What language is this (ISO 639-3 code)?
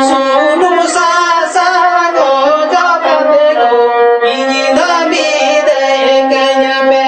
sat